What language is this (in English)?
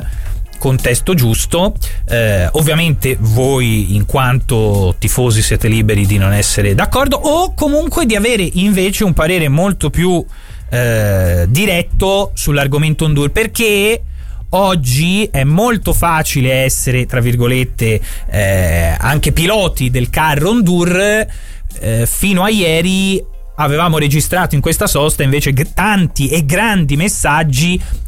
Italian